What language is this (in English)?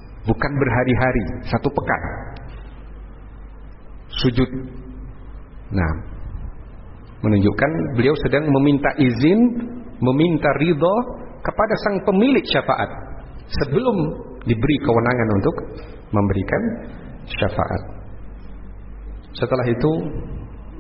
Indonesian